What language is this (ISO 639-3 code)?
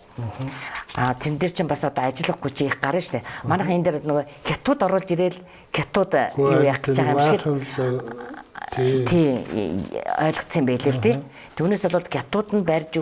mon